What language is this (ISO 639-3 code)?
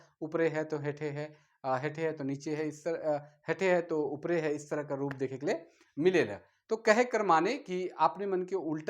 sck